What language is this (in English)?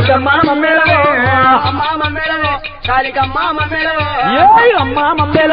Telugu